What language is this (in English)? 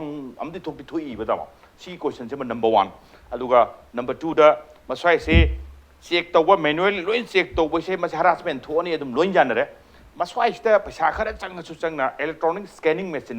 Manipuri